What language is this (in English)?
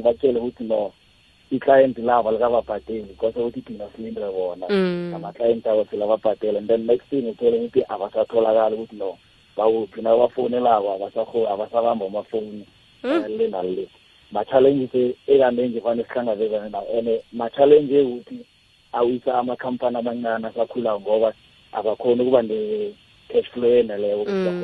South Ndebele